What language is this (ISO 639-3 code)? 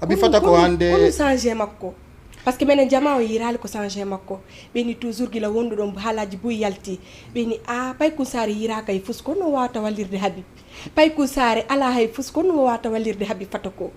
ful